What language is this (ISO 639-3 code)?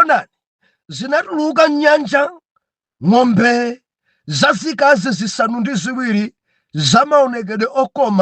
nya